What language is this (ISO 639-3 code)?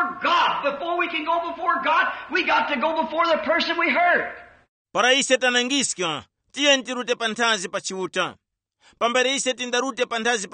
tum